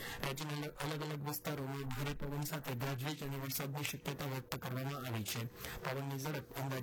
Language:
Gujarati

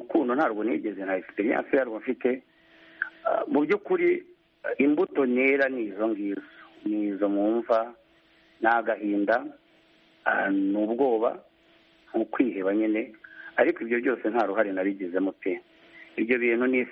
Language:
Kinyarwanda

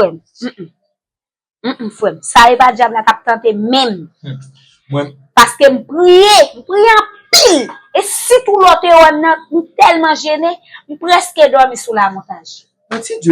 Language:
Haitian Creole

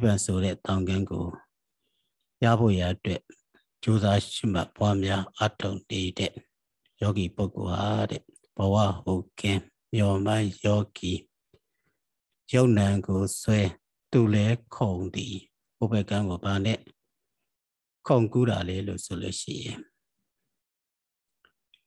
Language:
Burmese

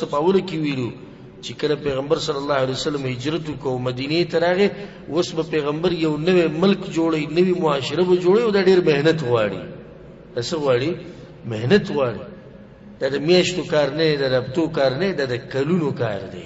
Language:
Pashto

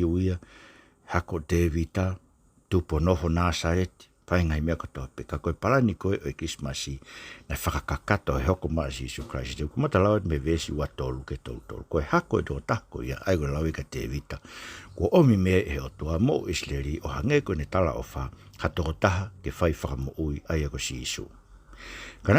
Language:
Tongan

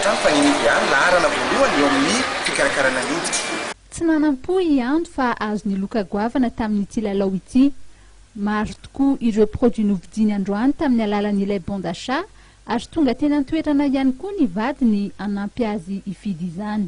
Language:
Malagasy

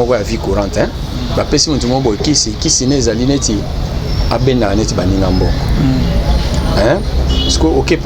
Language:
Lingala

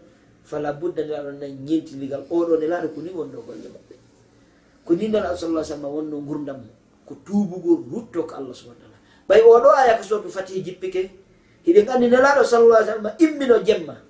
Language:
Fula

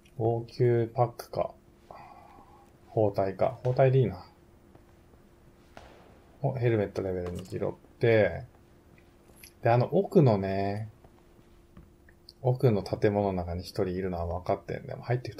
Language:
Japanese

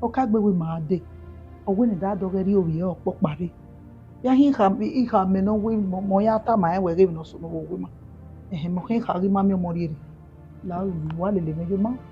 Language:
Bini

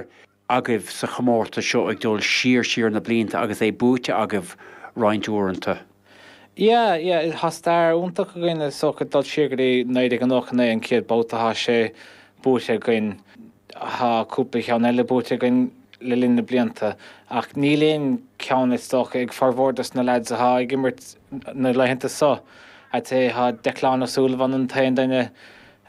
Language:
Irish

